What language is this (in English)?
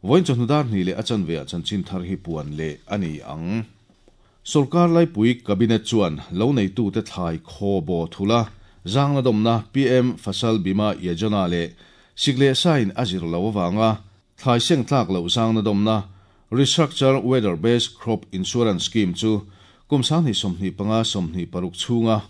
Mizo